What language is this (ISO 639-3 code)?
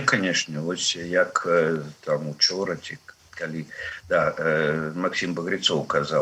bel